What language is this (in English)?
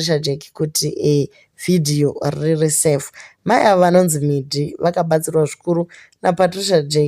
Shona